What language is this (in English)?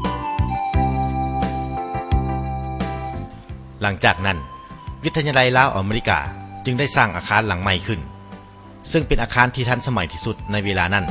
Lao